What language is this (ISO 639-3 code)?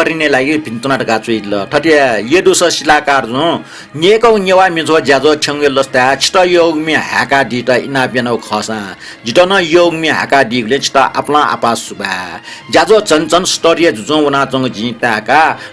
new